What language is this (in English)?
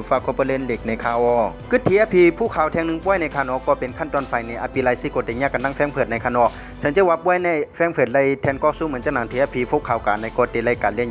Shan